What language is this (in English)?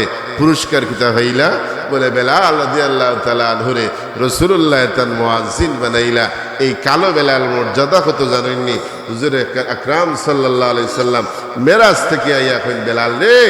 Sylheti